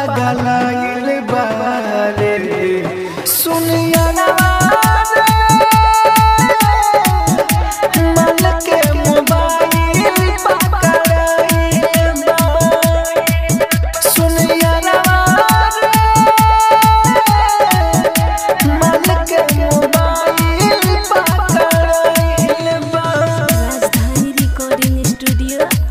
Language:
Bhojpuri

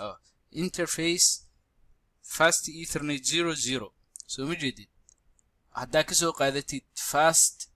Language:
Somali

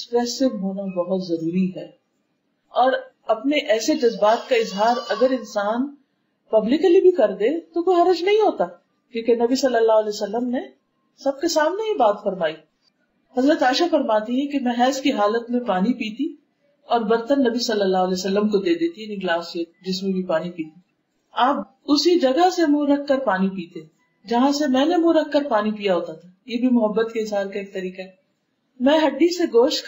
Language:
Urdu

